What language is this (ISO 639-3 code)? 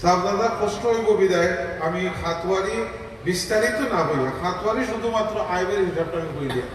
syl